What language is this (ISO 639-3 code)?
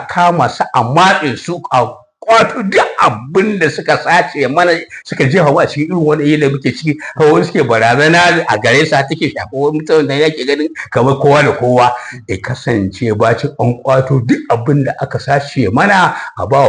hau